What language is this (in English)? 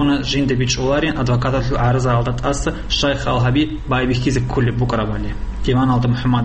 Avaric